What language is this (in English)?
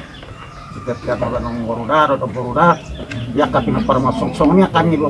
Batak Toba